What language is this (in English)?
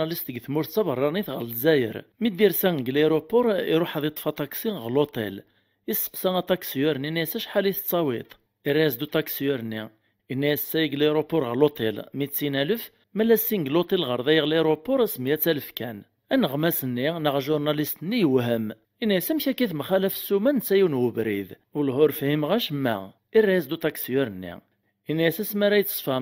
Kabyle